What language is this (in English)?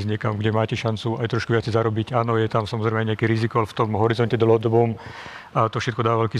Slovak